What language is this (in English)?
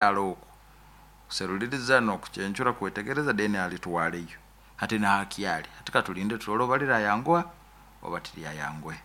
Nyoro